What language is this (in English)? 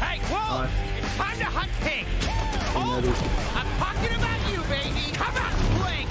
Māori